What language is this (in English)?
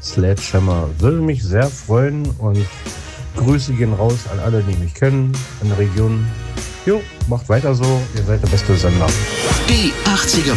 German